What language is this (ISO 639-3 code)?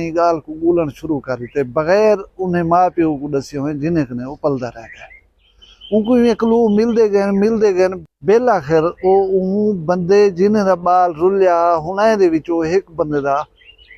skr